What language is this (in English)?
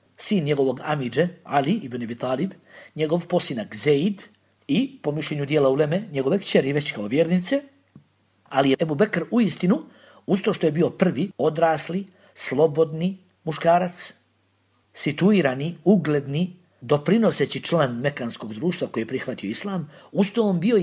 Bosnian